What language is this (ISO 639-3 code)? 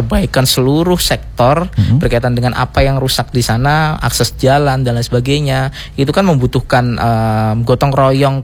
ind